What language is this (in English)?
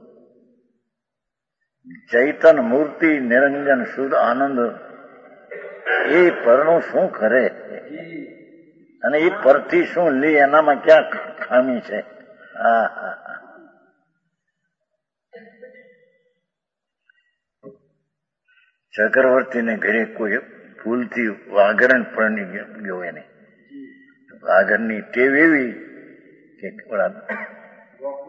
Gujarati